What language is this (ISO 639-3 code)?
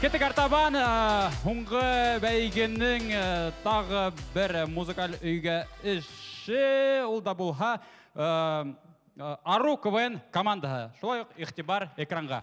bak